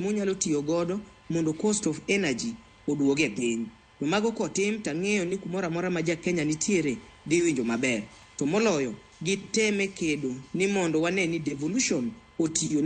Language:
Luo (Kenya and Tanzania)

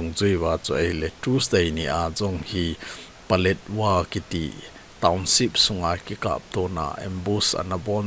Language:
Thado Chin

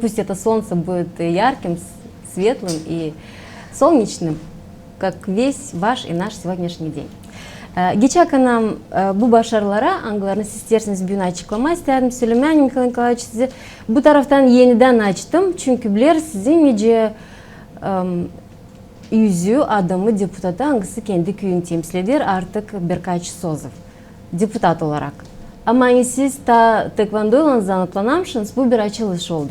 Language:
Gagauz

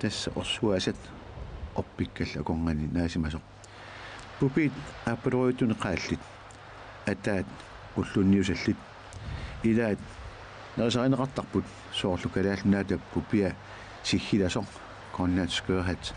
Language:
Kalaallisut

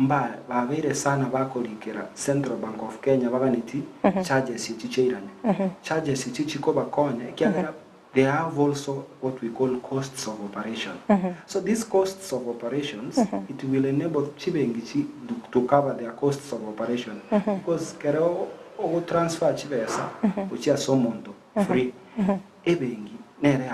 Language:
Gusii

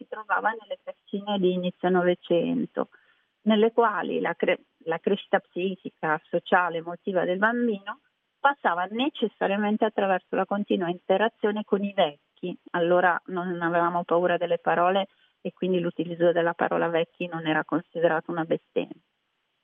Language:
Italian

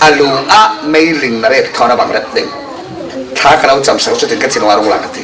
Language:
Falam Chin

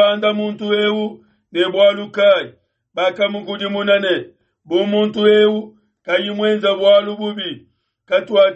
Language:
Luba-Lulua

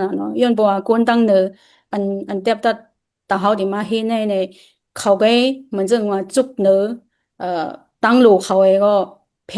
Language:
Shan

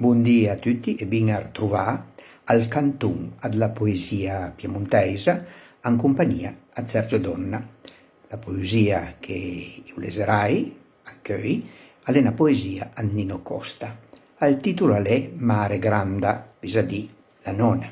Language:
Piedmontese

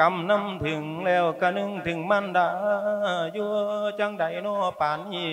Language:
Lao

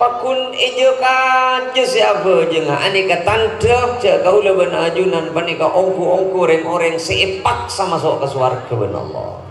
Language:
Madurese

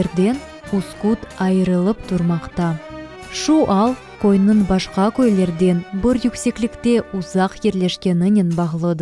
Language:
Crimean Tatar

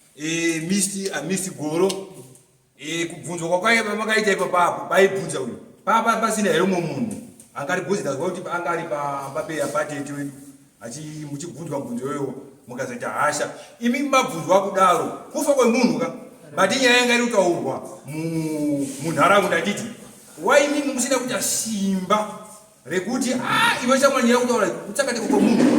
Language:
Shona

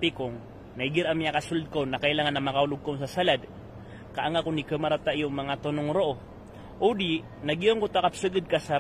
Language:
Maranao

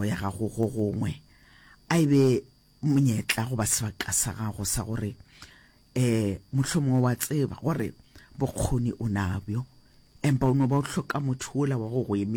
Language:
Northern Sotho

